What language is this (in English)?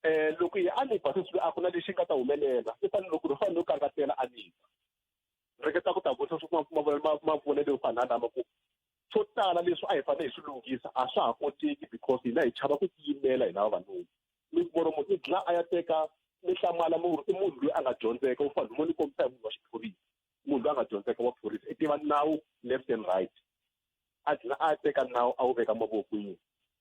Tsonga